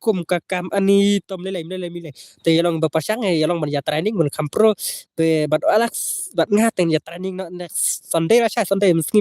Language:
Khasi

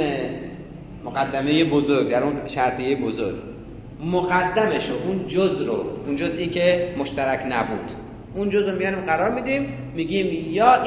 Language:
Persian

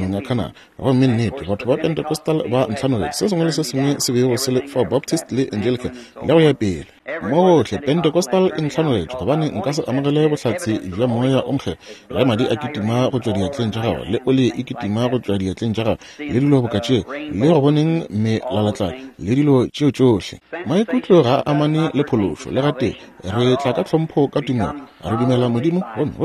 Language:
Northern Sotho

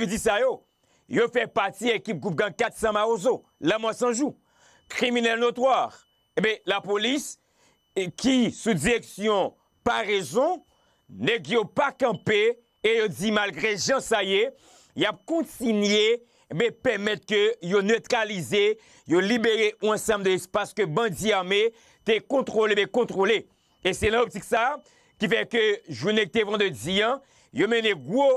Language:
Haitian Creole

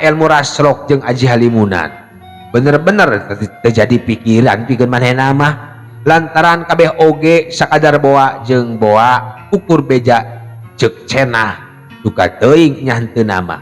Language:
Sundanese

